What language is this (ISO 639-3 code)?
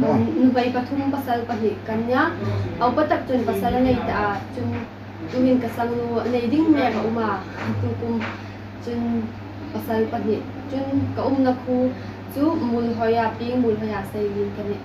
hmr